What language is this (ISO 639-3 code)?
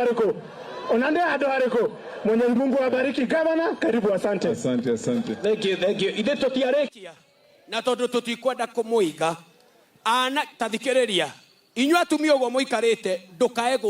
kik